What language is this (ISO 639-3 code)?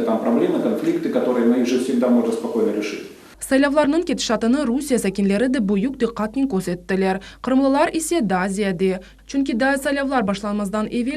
crh